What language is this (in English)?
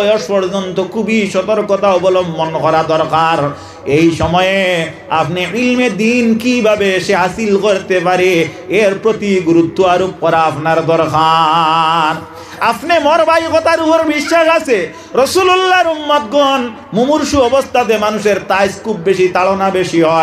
Sylheti